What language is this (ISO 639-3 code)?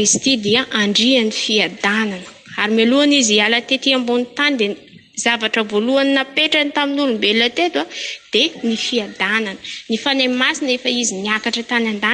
mlg